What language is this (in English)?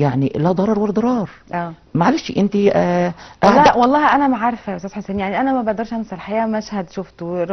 Egyptian Arabic